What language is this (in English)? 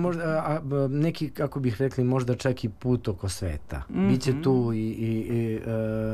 Serbian